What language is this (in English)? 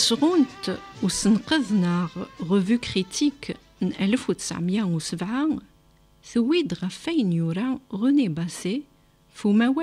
Kabyle